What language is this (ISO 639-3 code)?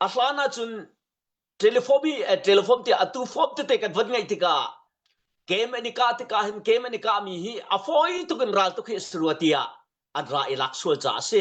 cnh